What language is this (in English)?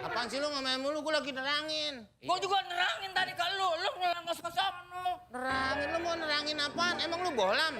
Betawi